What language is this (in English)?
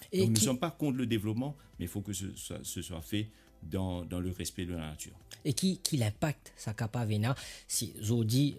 Morisyen